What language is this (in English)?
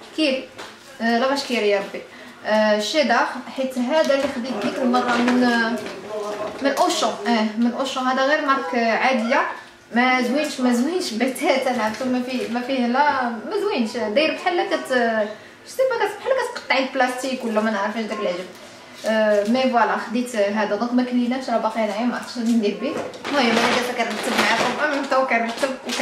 Moroccan Arabic